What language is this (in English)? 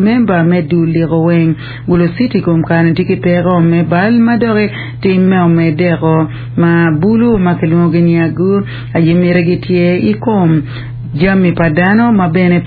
Acoli